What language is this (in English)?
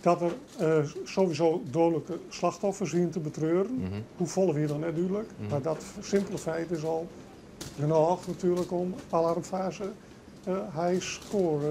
Western Frisian